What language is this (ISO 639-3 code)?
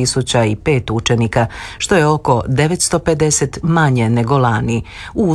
hrv